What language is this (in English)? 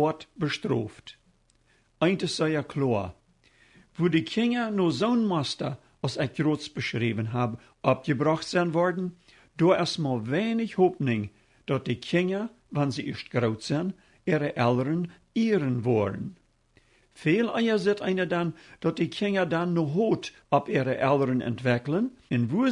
Plautdietsch